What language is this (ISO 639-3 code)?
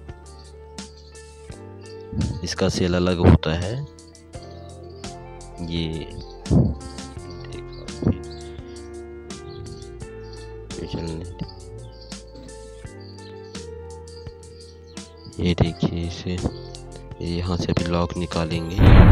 hin